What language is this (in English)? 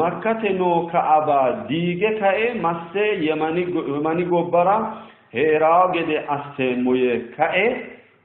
Sidamo